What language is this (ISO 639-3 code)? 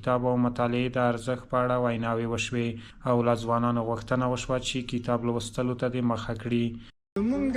pus